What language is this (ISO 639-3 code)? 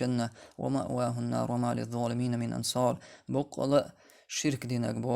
che